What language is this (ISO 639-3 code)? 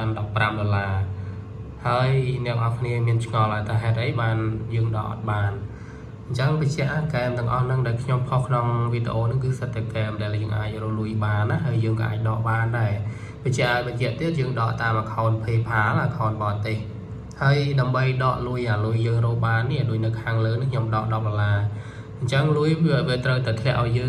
khm